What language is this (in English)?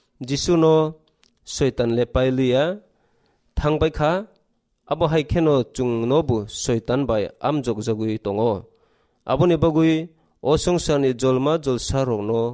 Kok Borok